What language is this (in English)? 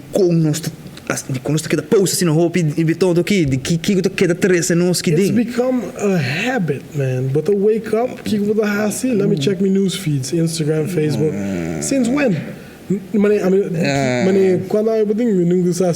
Papiamento